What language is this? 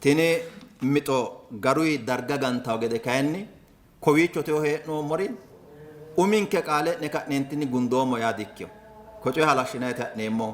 Sidamo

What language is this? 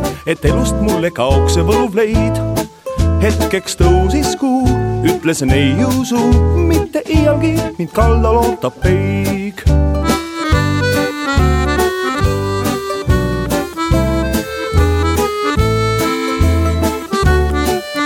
Estonian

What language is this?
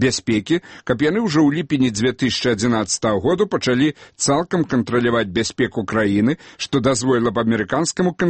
Belarusian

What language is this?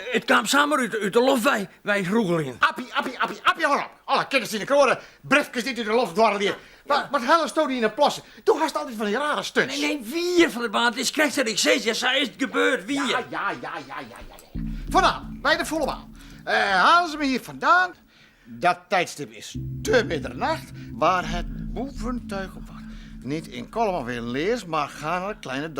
Western Frisian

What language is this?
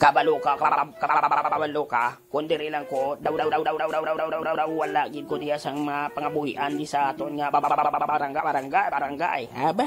Hiligaynon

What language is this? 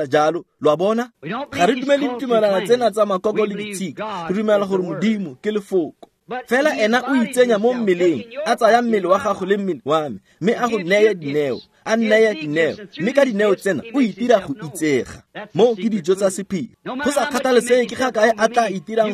Tswana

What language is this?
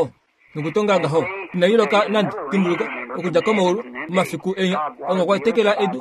Kuanyama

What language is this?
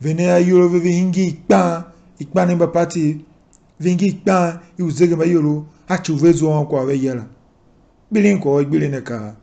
Tiv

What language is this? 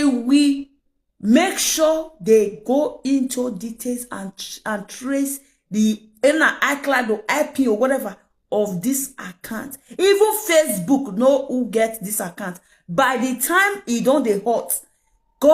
Nigerian Pidgin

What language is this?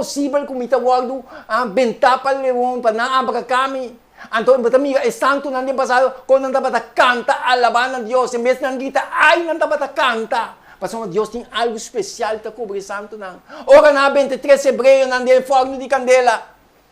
Papiamento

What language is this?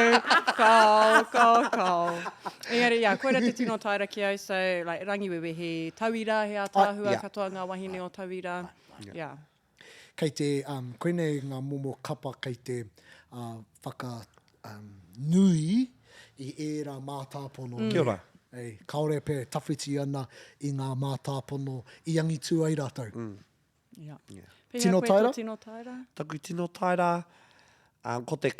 Māori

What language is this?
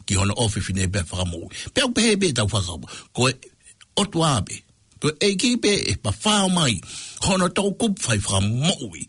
Tongan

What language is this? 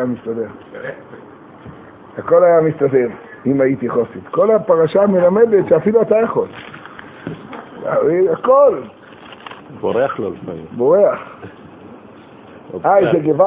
Hebrew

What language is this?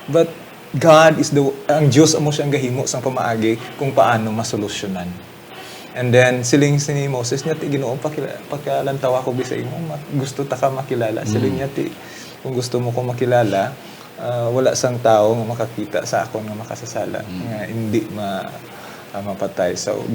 Hiligaynon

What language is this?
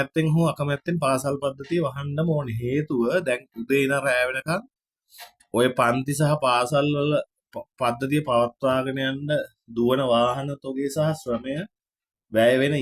Sinhala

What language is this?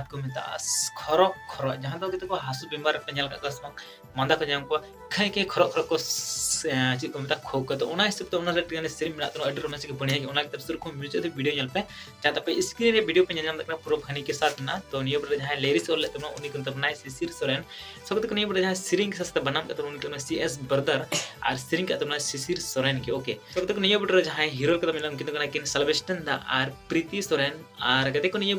Santali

